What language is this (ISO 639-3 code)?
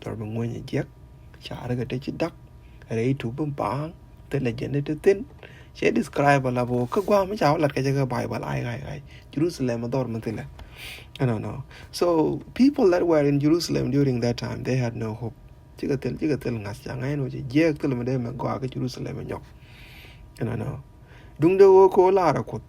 nus